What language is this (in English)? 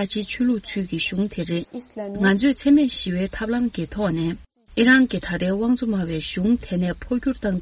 Tibetan